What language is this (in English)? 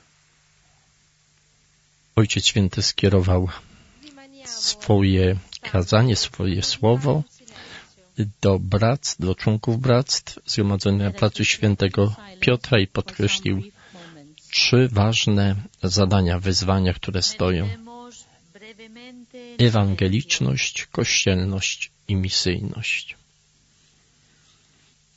Polish